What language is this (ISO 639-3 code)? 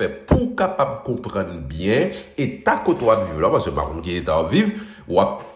hat